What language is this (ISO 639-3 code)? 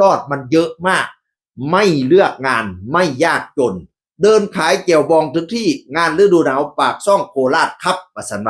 tts